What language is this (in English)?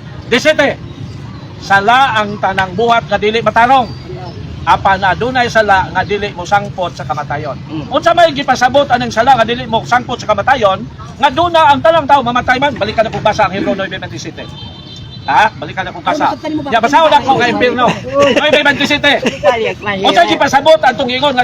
Cebuano